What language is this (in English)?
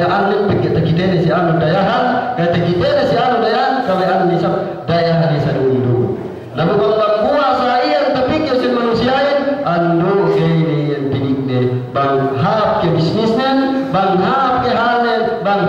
Yakan